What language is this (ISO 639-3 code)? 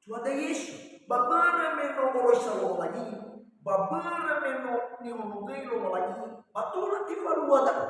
nia